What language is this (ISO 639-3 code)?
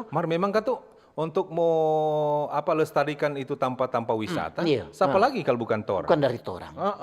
xmm